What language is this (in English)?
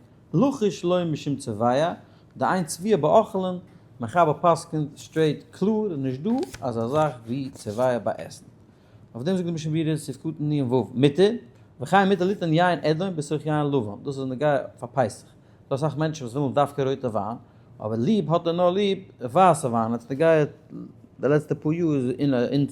Yiddish